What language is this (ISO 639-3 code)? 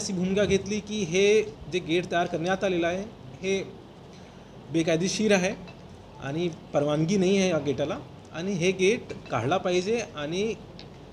mar